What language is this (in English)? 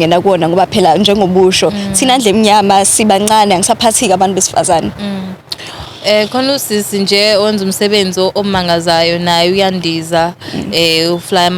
Zulu